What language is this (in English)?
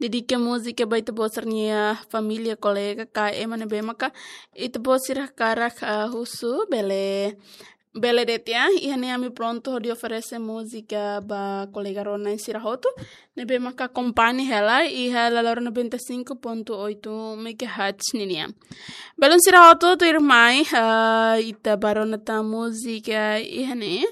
Tetum